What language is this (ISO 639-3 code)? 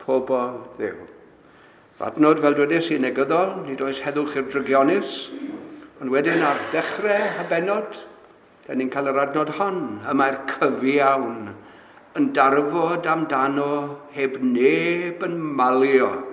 cym